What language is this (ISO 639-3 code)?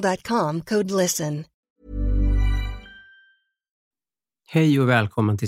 swe